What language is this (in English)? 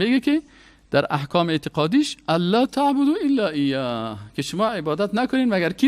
Persian